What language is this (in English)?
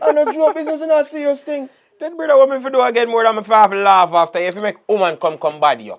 Jamaican Creole English